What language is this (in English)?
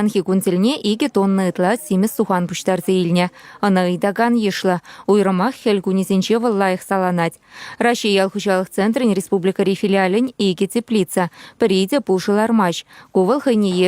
Chuvash